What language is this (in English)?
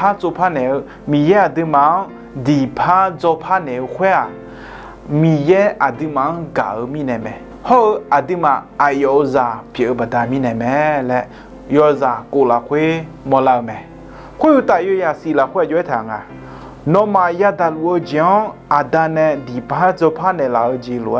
Akha